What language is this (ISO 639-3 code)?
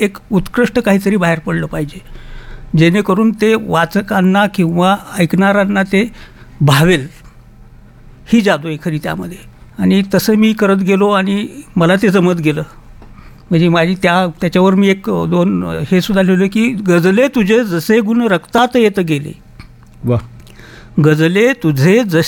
mar